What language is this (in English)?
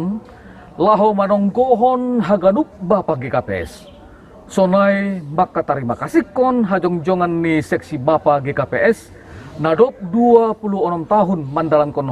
Batak Simalungun